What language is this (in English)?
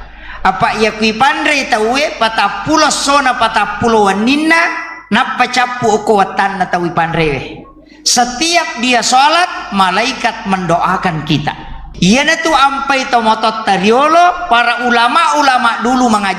Buginese